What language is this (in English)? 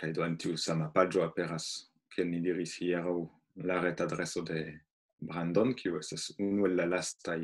Esperanto